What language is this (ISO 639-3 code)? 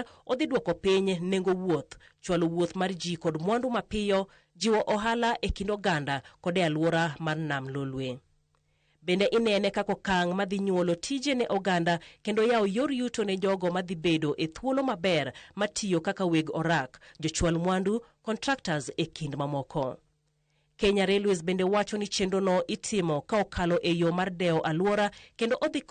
luo